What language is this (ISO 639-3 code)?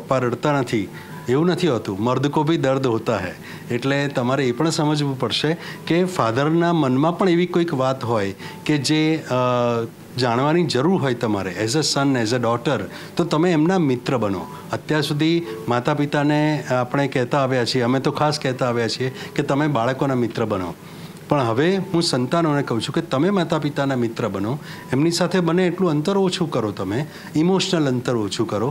guj